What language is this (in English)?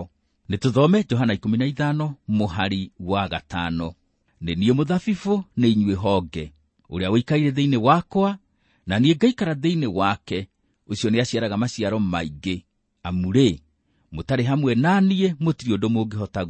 Kikuyu